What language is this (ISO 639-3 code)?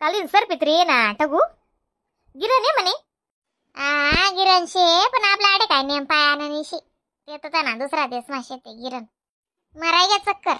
khn